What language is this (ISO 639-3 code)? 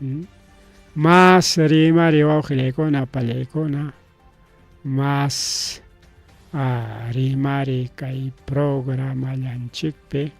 quy